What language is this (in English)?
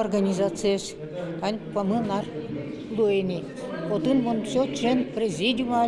Udmurt